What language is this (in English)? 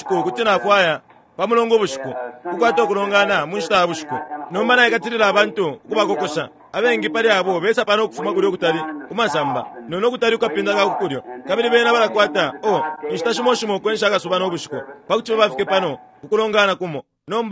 Bemba